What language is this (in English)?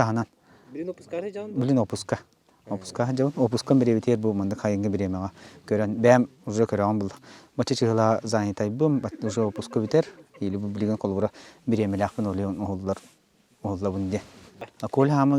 Yakut